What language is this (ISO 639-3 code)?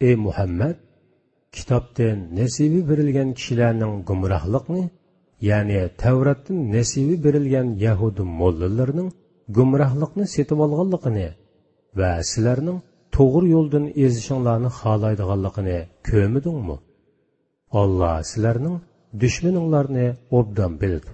uig